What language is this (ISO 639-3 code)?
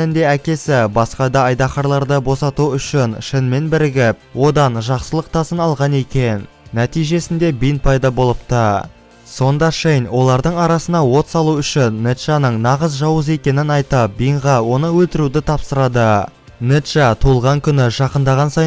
kaz